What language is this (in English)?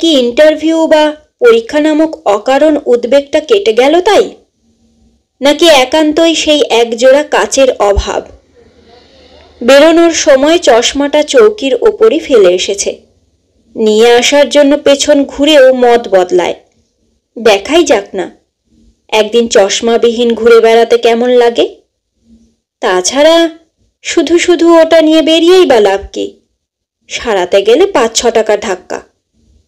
Bangla